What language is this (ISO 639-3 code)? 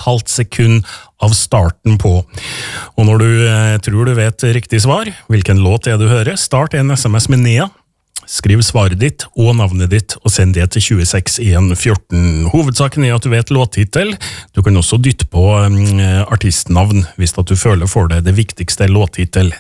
nor